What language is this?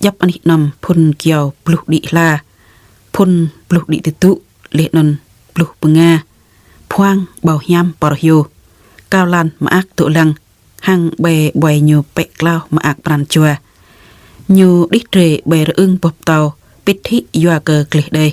Jarai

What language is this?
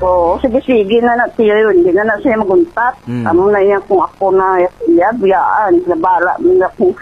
Hiligaynon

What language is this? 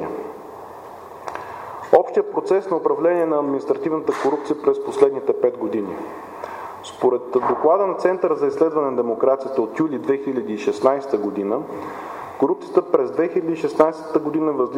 Bulgarian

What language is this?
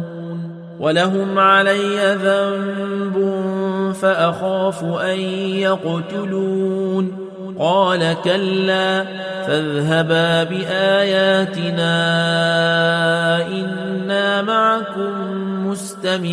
Arabic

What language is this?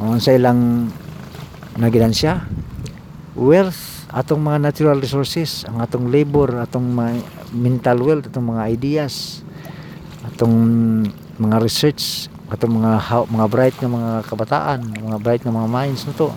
Cebuano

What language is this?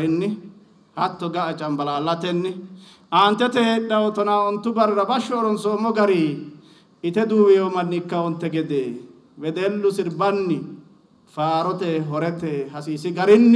Sidamo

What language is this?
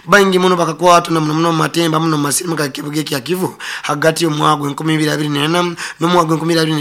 Nyoro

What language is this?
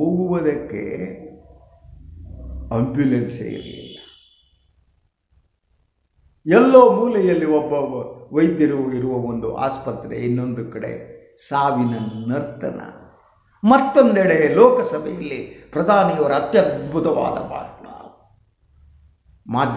Kannada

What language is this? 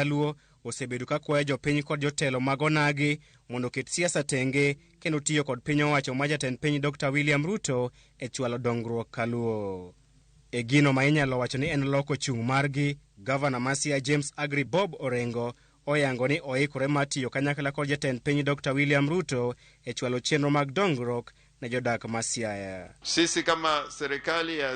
Luo (Kenya and Tanzania)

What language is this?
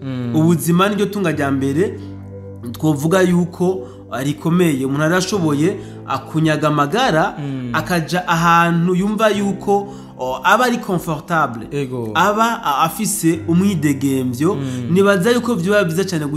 Rundi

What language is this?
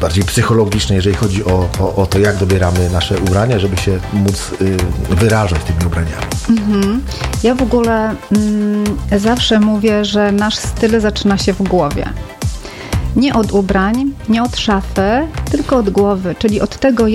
Polish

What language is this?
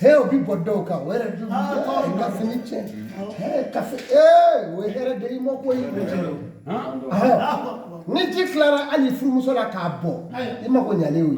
Bambara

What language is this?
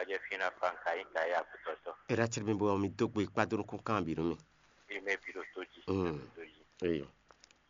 Fon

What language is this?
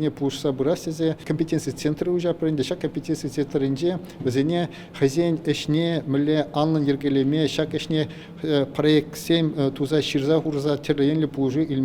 Chuvash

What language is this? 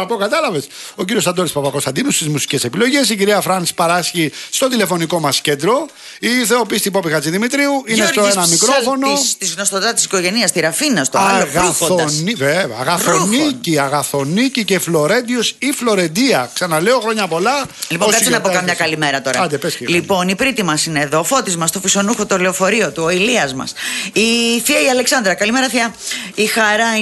Greek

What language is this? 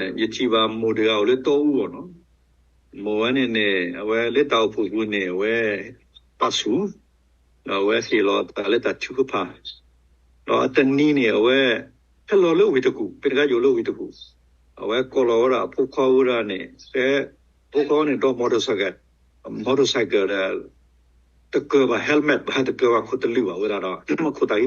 S'gaw Karen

